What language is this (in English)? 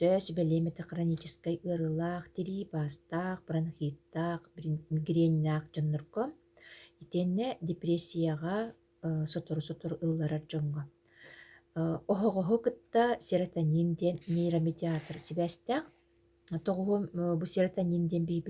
Yakut